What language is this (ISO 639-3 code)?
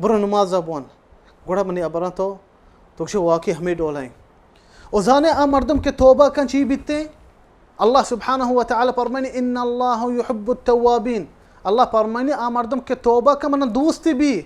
bal